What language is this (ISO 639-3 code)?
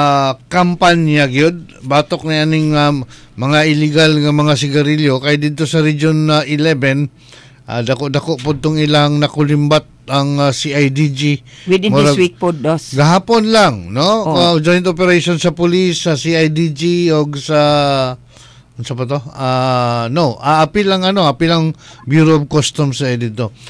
ceb